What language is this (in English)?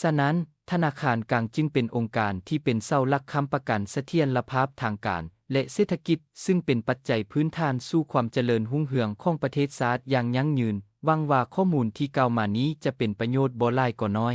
Lao